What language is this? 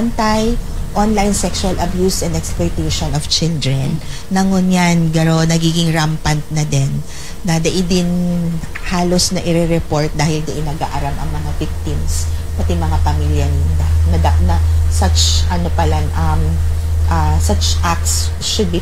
Bikol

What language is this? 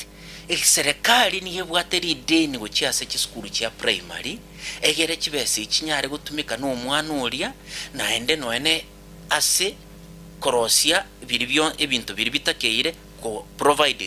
Gusii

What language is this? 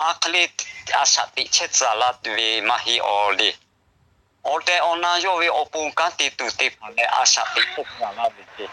Lahu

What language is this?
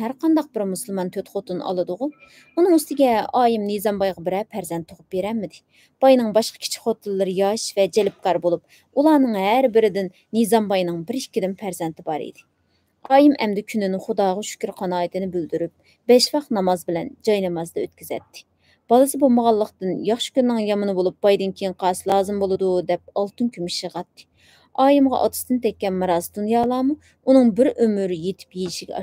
Uyghur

